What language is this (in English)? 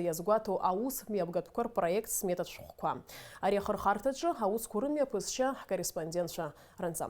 Abkhazian